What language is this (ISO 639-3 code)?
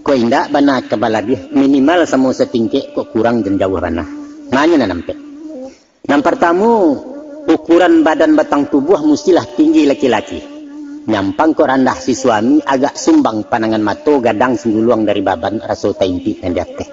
min